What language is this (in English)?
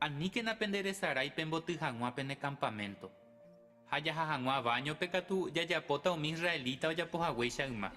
Guarani